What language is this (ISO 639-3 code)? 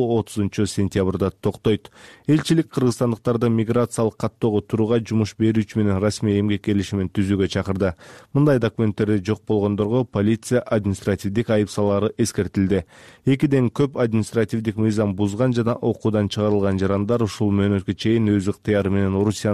kir